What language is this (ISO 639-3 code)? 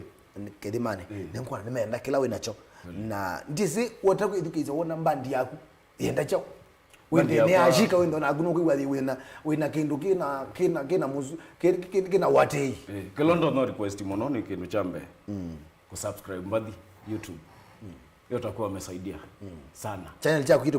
kam